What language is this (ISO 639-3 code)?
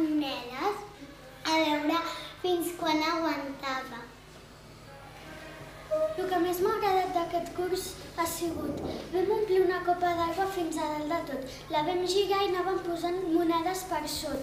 cat